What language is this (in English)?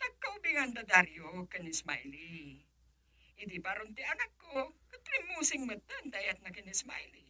Iloko